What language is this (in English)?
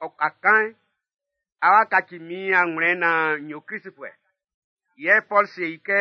Baoulé